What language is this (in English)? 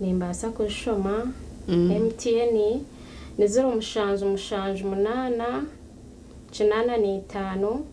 Nyankole